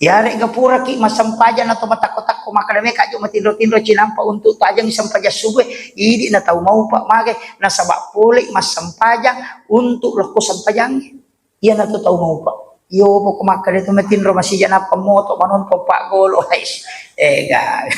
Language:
Buginese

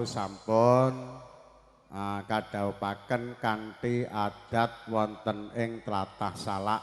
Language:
Javanese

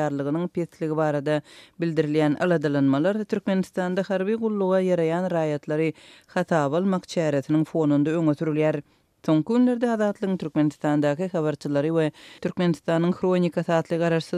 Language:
Turkmen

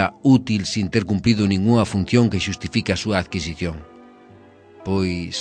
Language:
Galician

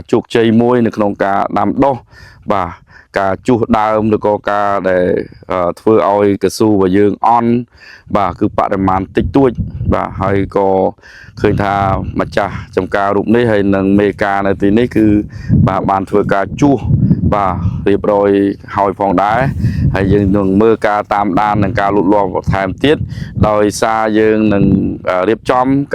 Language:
Khmer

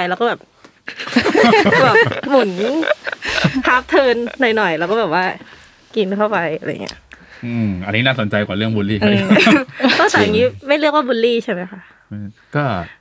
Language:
Thai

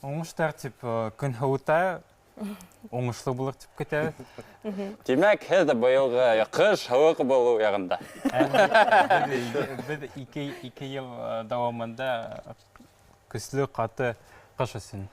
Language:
Bashkir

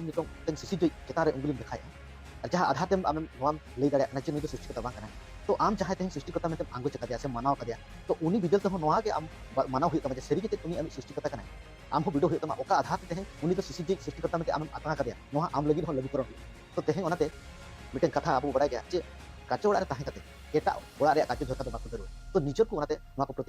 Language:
Santali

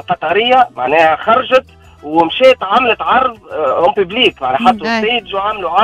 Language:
Tunisian Arabic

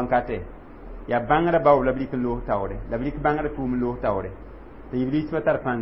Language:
Mossi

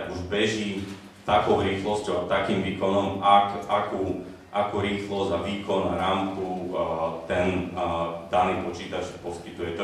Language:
Slovak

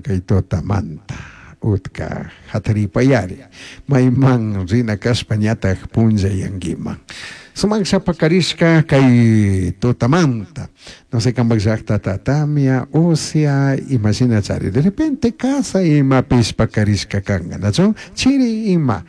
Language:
Chimborazo Highland Quichua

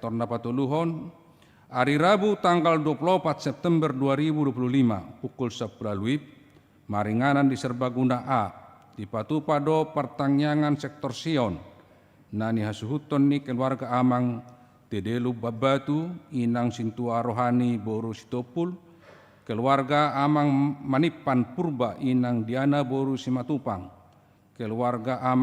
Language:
Batak Toba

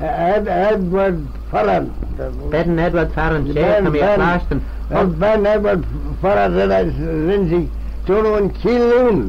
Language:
Manx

